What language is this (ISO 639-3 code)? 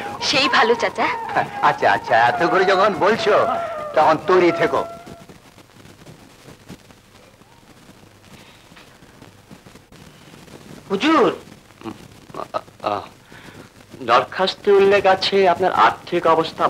ben